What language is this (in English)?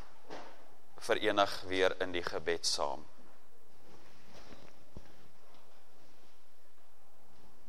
Afrikaans